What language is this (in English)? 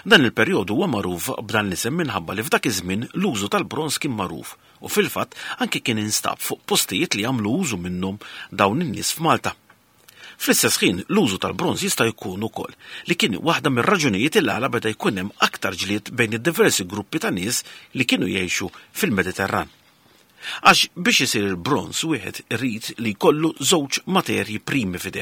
Maltese